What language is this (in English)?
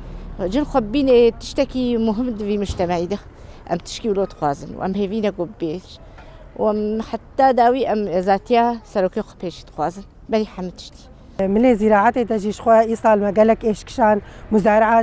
Kurdish